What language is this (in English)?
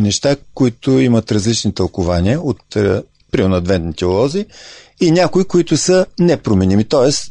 Bulgarian